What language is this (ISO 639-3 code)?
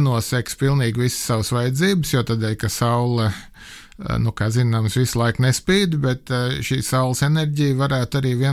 lav